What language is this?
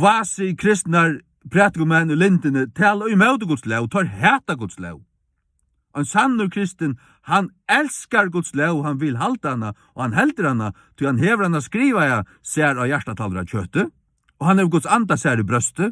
Faroese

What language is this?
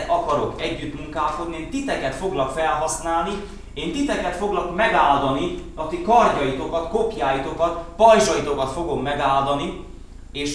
Hungarian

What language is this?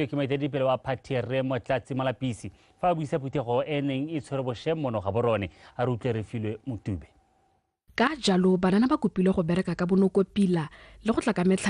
Tswana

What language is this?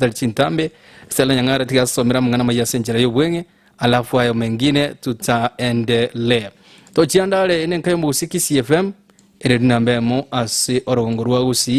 Gusii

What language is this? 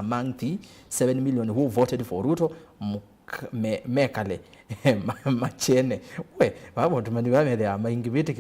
Kamba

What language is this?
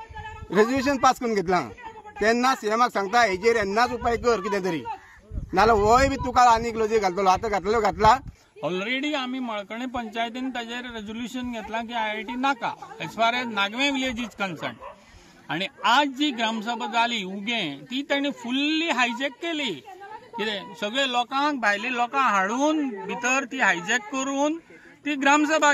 Konkani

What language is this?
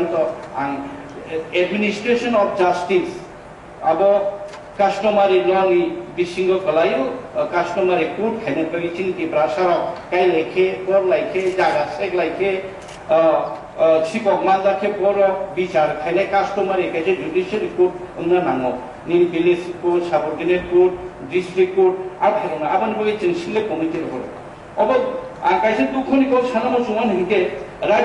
Kok Borok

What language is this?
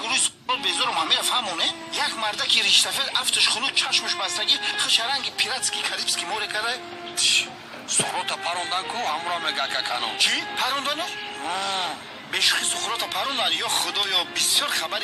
Tajik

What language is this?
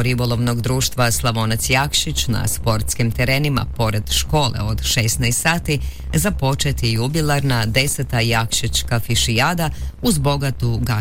Croatian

